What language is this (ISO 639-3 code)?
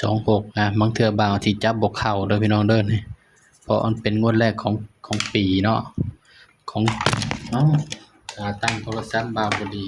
tts